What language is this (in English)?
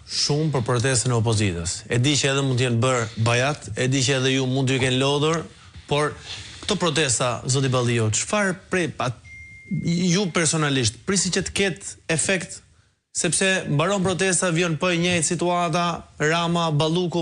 Albanian